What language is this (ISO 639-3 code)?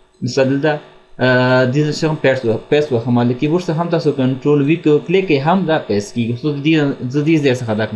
pus